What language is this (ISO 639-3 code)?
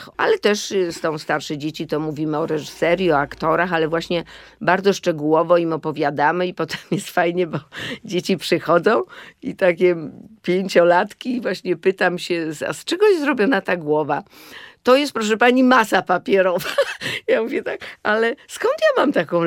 pol